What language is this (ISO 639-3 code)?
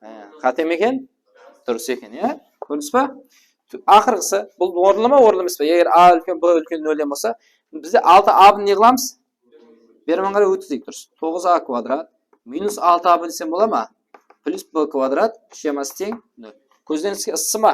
kaa